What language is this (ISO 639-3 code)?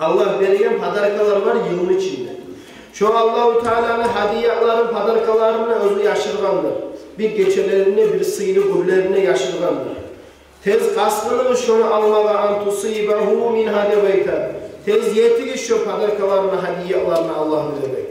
kum